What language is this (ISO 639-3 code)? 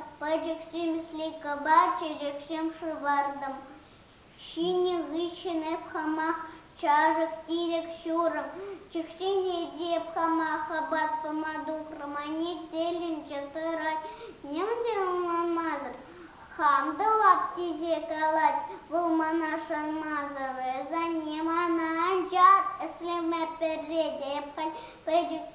chv